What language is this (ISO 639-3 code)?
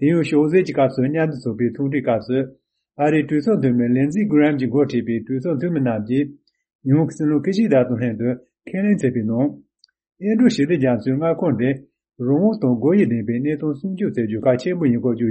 bod